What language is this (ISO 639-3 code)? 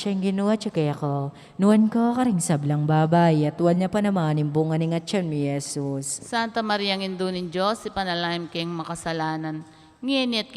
pam